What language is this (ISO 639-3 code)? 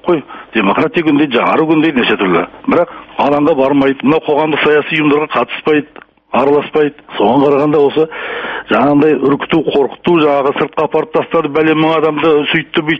kaz